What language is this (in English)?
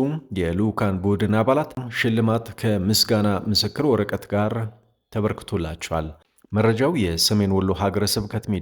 Amharic